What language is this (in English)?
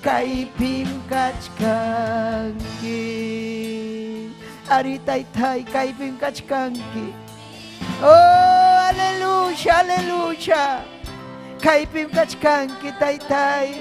Ayacucho Quechua